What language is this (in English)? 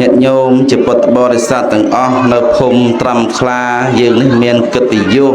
Khmer